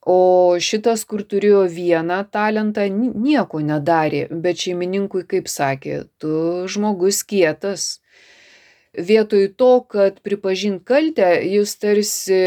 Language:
Lithuanian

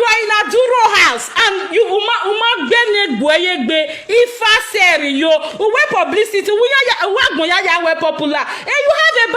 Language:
Nigerian Pidgin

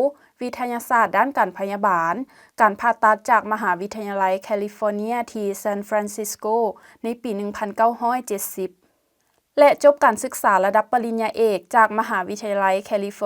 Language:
Lao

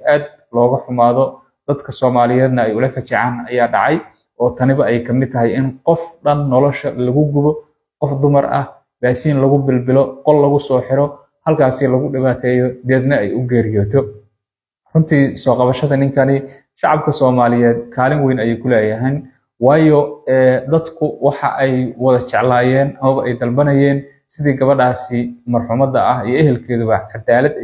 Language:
Somali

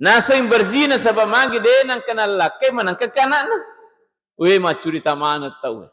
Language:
Buginese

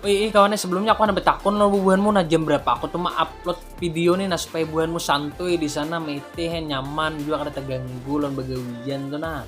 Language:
Banjar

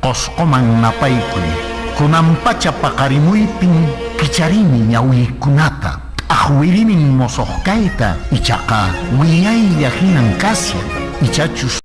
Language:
Quechua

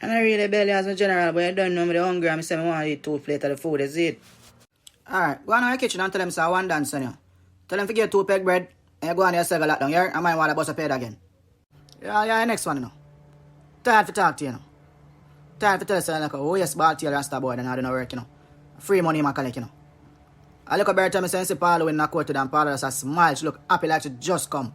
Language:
Jamaican Creole English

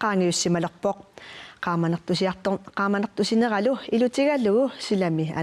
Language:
Kalaallisut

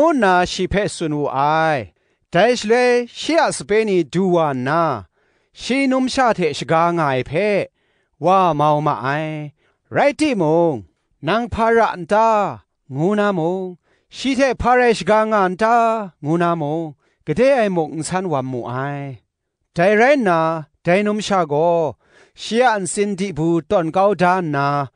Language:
Kachin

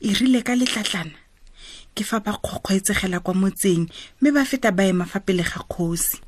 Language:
Tswana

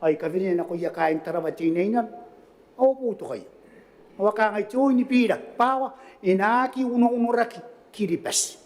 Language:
Gilbertese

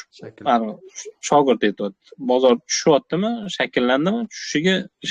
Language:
Uzbek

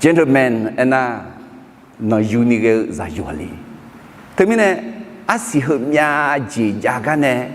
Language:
Akha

